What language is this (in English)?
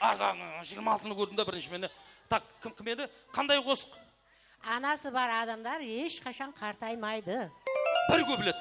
Kara-Kalpak